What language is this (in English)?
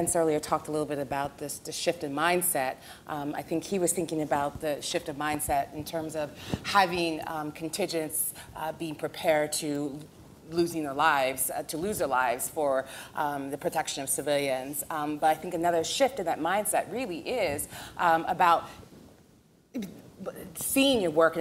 English